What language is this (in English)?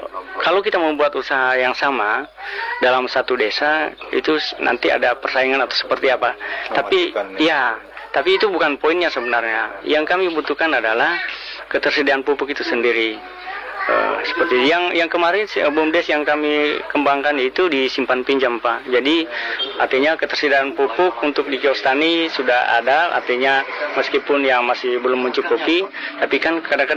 Indonesian